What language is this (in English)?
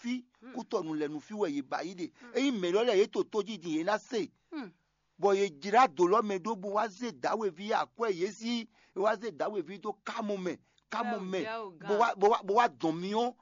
Fon